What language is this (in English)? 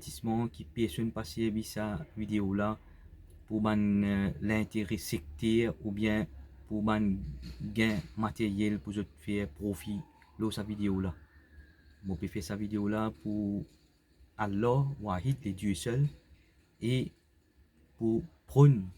Morisyen